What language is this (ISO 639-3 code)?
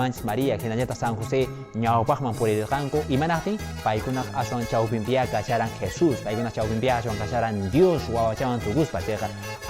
que